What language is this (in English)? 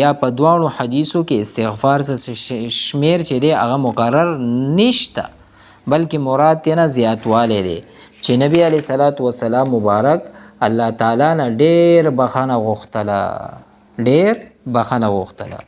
Pashto